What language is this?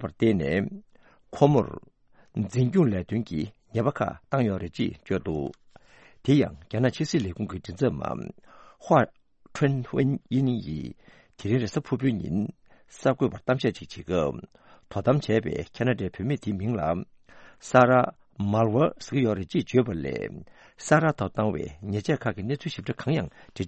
Tibetan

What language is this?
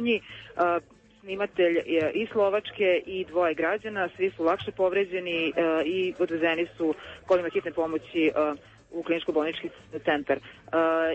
Croatian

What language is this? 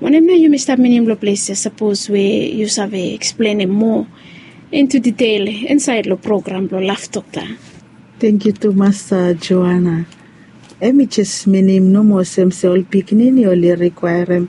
Bislama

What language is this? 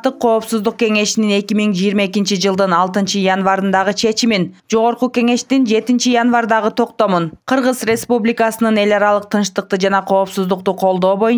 Kyrgyz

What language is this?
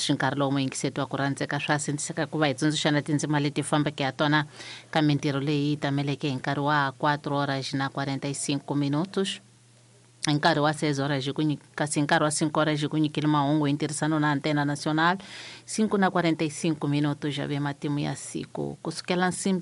Tsonga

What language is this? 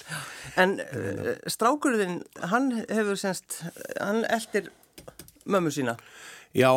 Icelandic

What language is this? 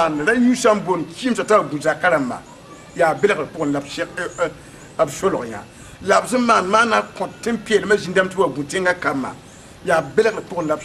Mossi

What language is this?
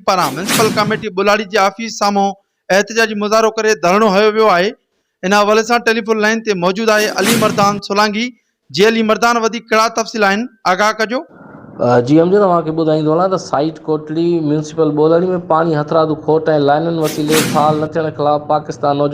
Sindhi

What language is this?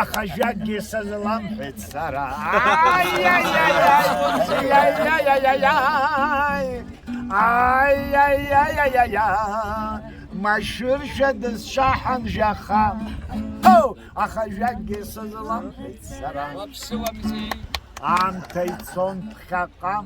Abkhazian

